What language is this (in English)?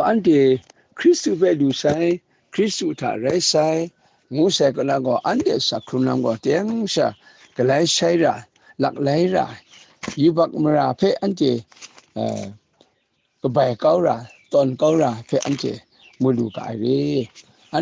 Kachin